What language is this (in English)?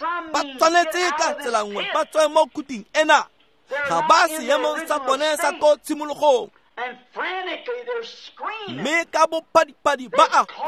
Tswana